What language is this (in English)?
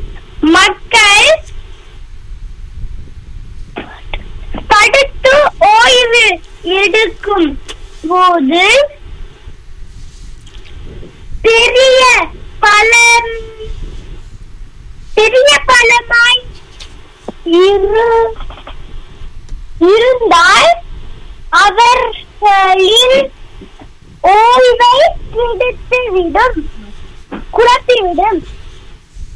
Tamil